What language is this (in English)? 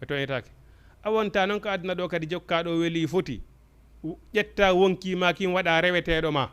Fula